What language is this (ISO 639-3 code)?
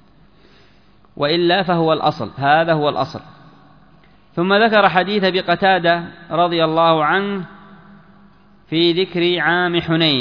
ara